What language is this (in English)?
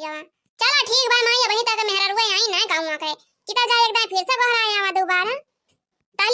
Awadhi